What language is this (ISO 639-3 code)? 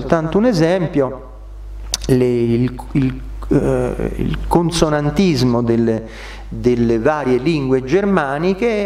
ita